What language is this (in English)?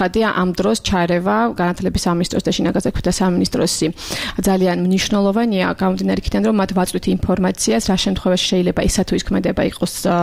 Georgian